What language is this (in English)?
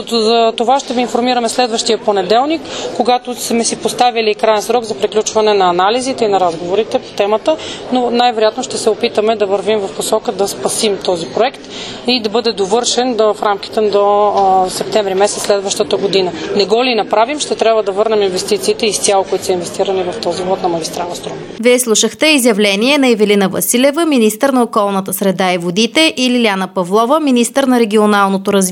Bulgarian